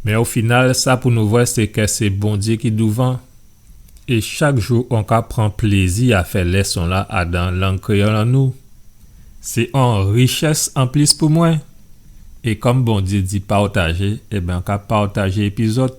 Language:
Guadeloupean Creole French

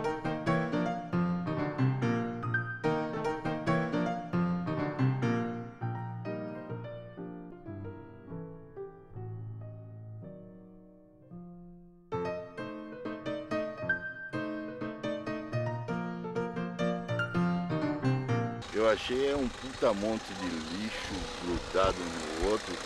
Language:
Portuguese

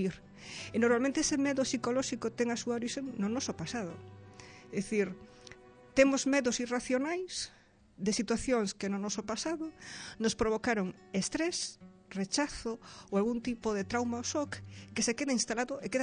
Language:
Galician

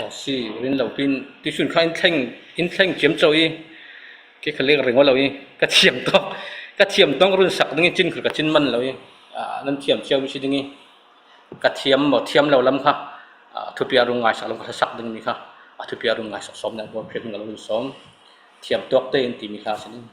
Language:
Falam Chin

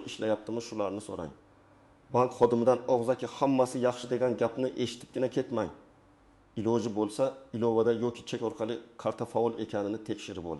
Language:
Uzbek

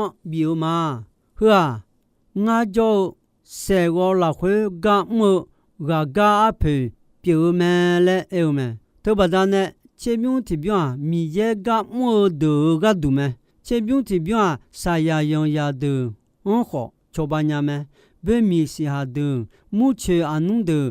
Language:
Akha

